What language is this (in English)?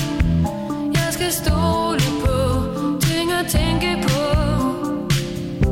Danish